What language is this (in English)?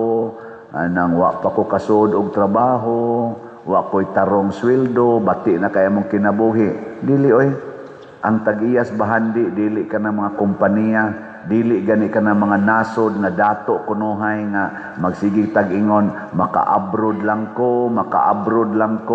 Cebuano